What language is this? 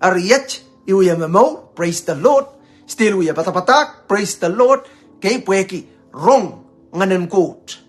Pohnpeian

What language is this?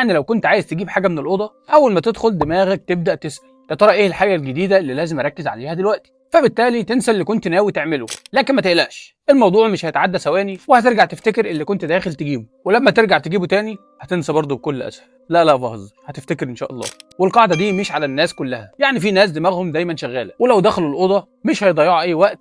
Egyptian Arabic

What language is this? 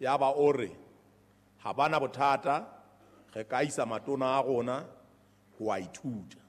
Southern Sotho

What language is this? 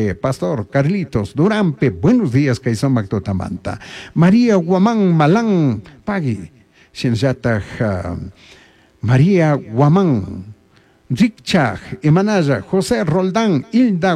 Chimborazo Highland Quichua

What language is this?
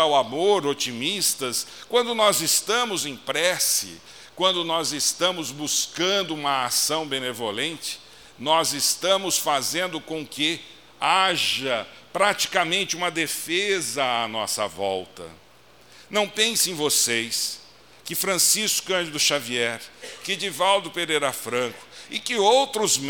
Portuguese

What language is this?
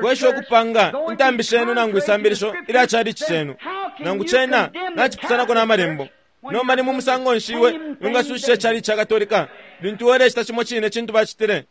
Bemba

